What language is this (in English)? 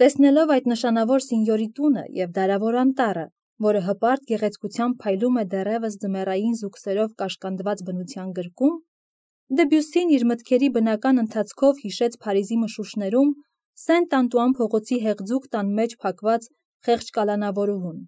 Armenian